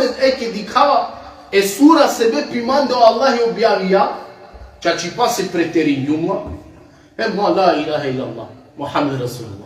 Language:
Balkan Romani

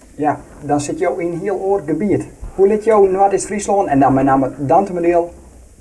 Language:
Western Frisian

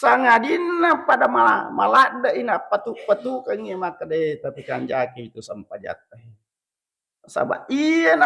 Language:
Buginese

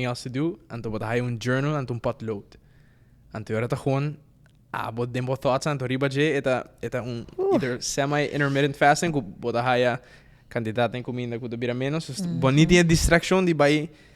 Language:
Papiamento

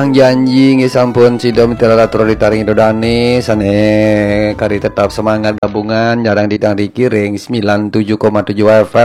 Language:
Balinese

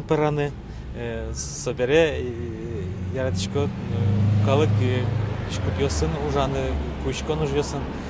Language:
Udmurt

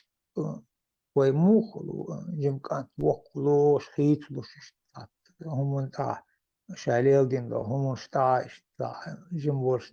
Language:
Chechen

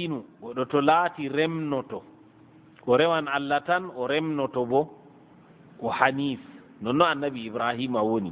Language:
Fula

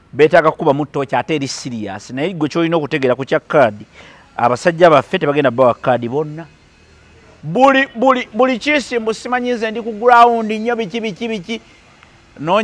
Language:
Ganda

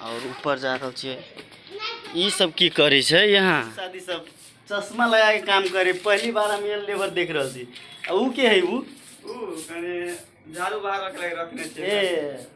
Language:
Maithili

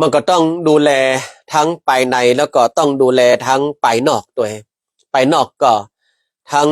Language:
Northern Thai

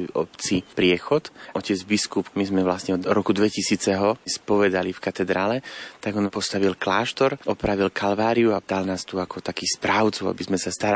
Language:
Slovak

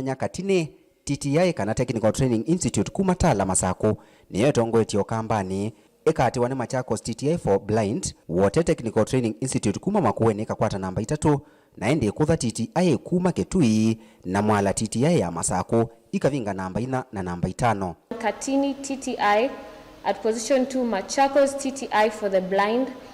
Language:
Kamba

